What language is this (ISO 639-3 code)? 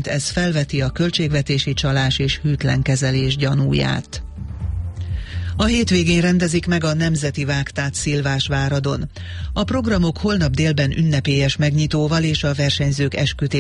hun